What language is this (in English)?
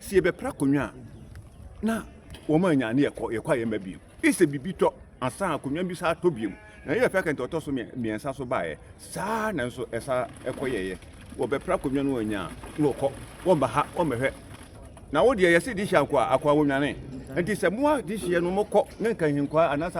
Akan